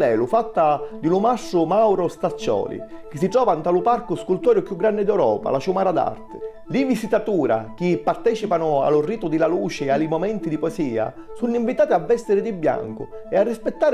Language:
Sicilian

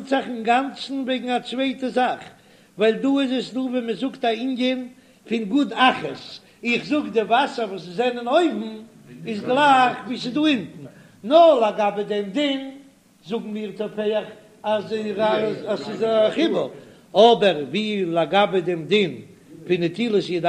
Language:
Yiddish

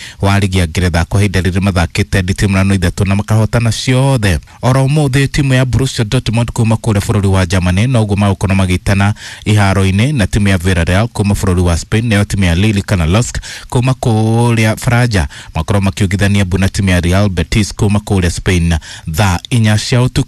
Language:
Kikuyu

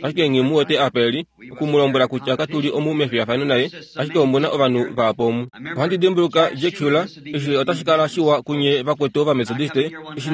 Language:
Kuanyama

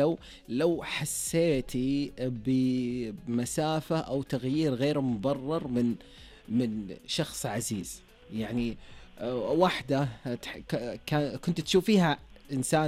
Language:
Najdi Arabic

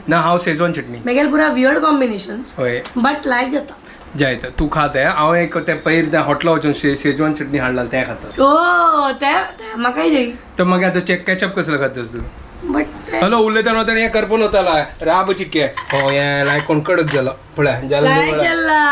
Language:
Konkani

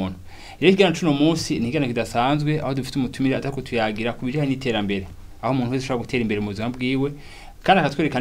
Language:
Rundi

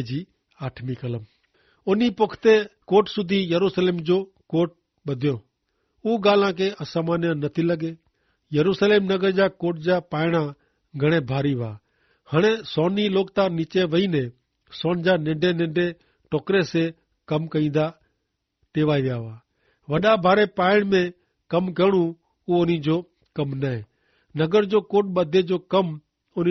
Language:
Kachhi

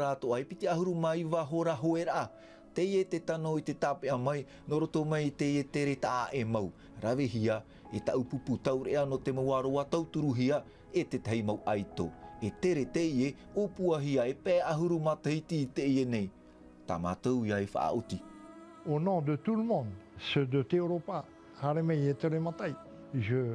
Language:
Tahitian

